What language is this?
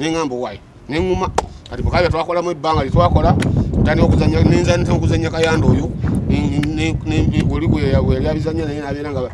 Ganda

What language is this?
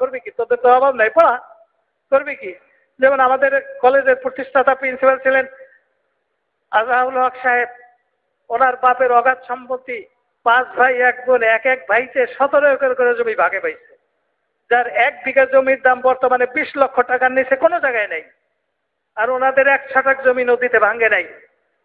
Bangla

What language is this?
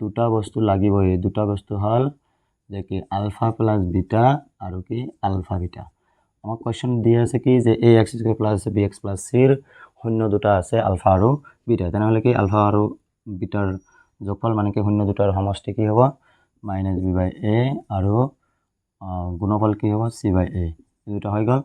Assamese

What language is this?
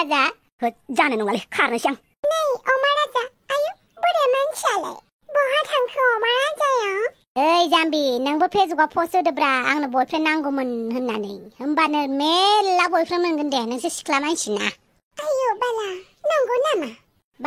Bodo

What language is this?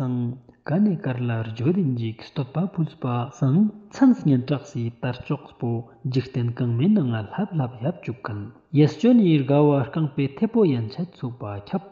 Ladakhi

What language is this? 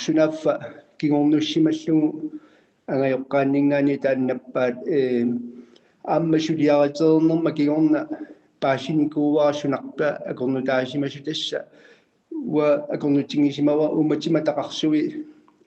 Kalaallisut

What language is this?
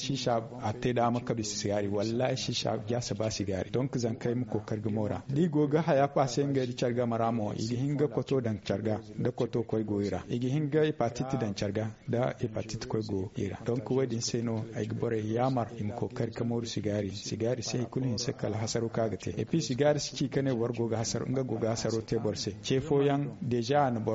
Zarma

